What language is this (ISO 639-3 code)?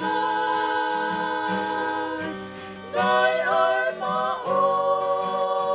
ton